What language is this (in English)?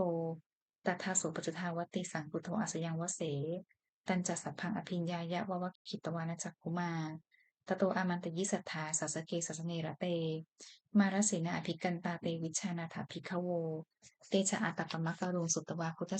Pali